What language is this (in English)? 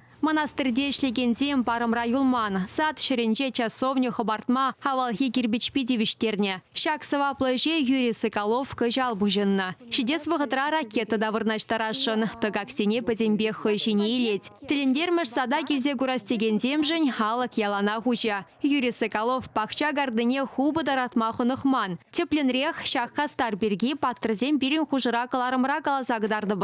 Chuvash